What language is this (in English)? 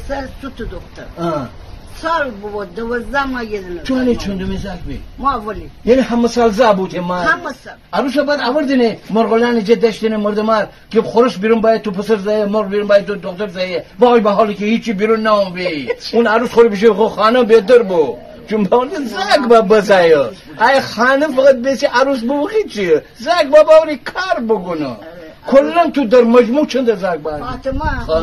Gilaki